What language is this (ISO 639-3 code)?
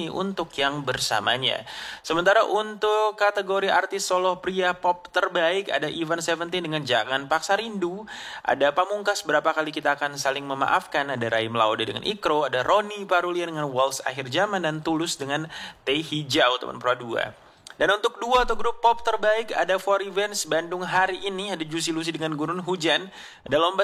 ind